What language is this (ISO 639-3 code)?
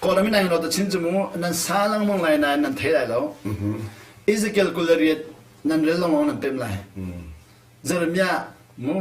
cnh